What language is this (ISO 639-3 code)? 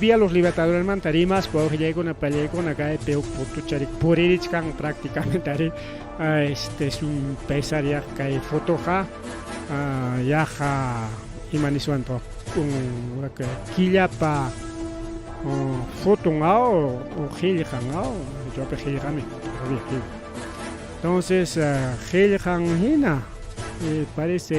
quy